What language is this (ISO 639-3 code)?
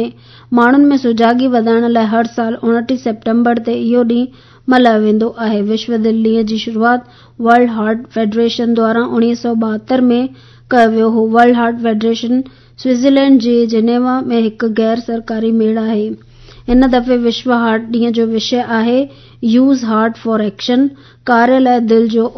snd